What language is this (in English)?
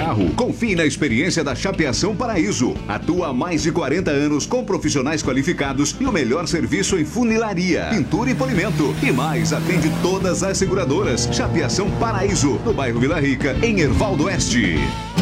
Portuguese